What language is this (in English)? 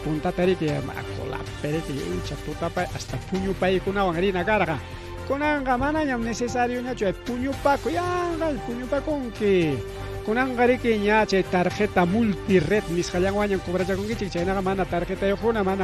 Ayacucho Quechua